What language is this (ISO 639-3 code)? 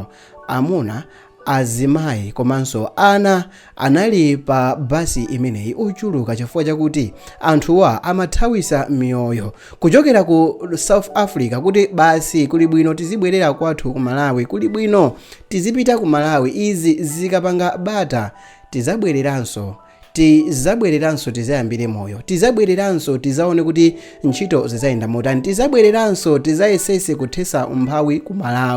nya